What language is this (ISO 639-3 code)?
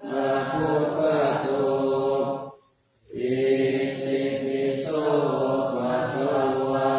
pli